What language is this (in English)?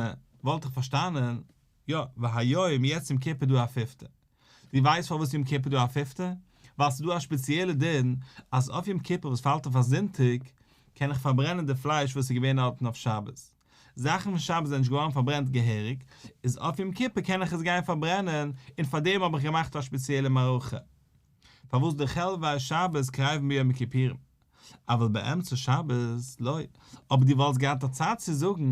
Yiddish